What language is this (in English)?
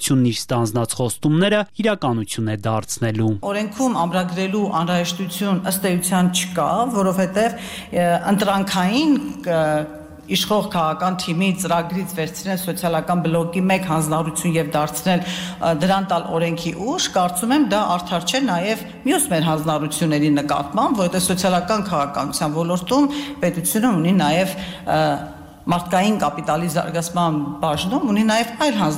Armenian